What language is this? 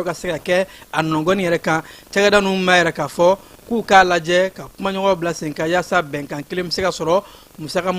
Bambara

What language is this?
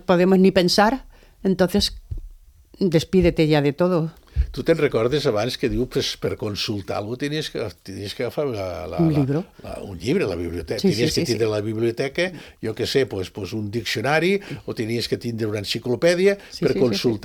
Catalan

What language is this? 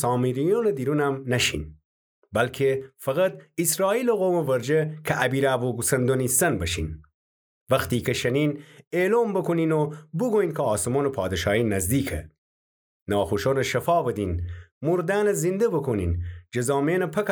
Gilaki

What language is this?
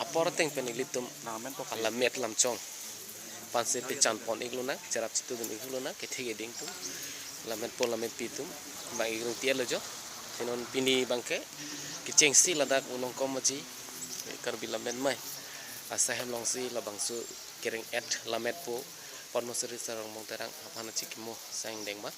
Karbi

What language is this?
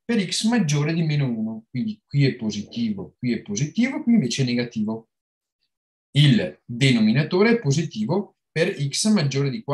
Italian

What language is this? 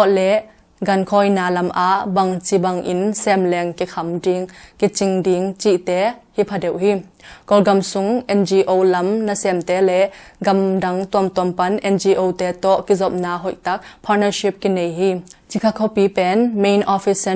Tedim Chin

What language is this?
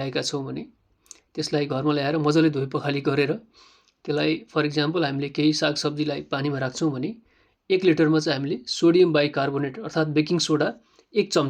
Nepali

